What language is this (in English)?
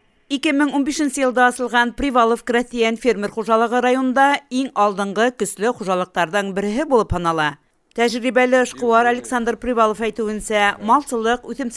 Bashkir